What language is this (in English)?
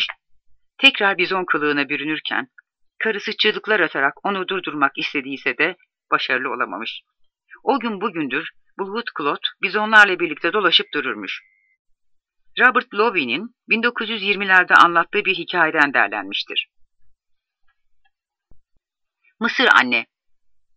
Turkish